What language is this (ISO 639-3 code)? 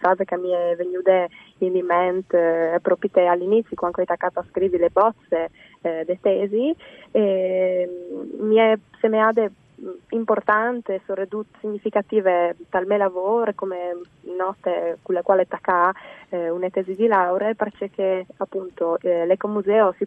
fur